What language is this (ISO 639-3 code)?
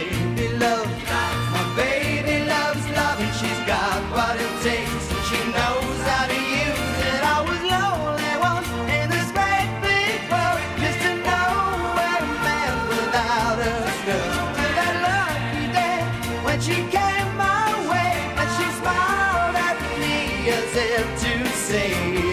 eng